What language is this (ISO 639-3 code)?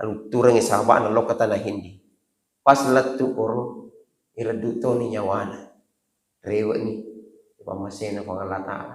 bug